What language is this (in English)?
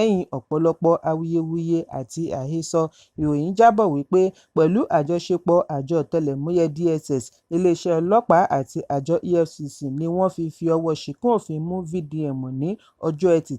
Yoruba